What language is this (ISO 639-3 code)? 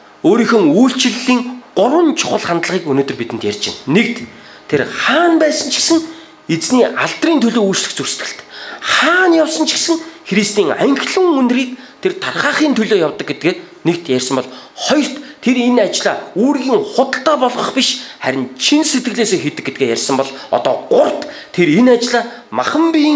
mon